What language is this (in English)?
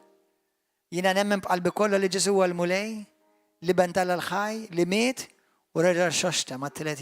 Maltese